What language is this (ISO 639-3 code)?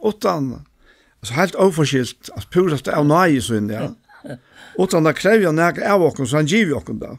fao